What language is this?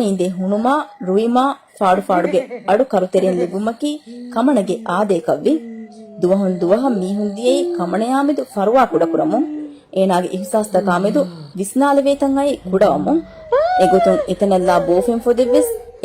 Divehi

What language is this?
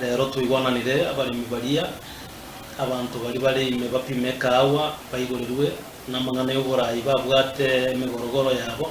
Gusii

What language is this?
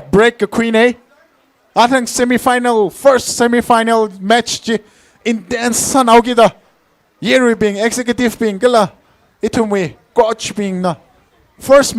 Tangkhul Naga (India)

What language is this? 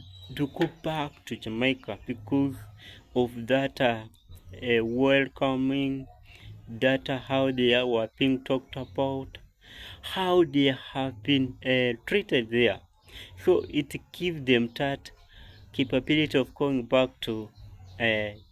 Jamaican Creole English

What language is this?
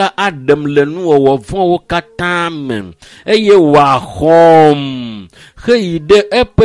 Ewe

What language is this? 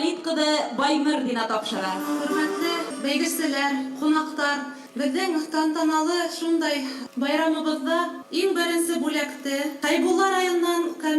Bashkir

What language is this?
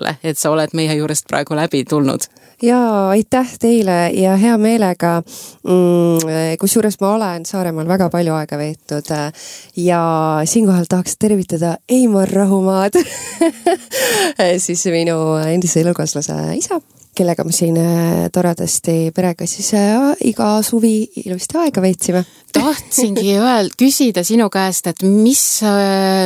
Estonian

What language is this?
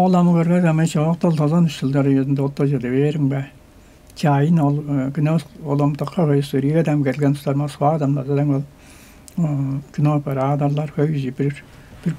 Tuvinian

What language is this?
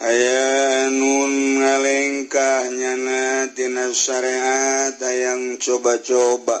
Sundanese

